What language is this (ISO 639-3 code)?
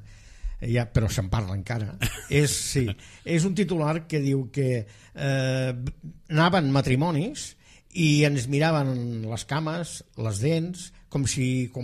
cat